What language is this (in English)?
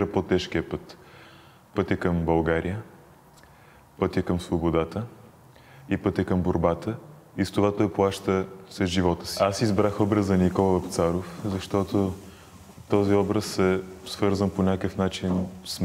Bulgarian